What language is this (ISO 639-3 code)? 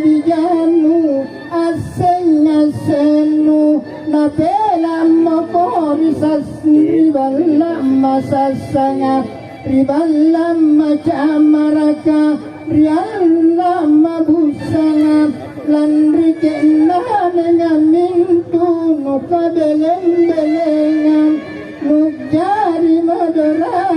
mak